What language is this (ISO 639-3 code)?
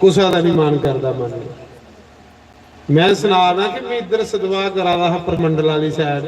doi